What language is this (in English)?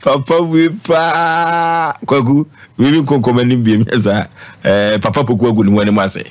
Akan